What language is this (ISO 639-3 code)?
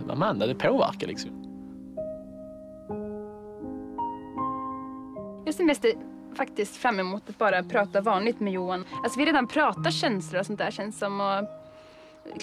swe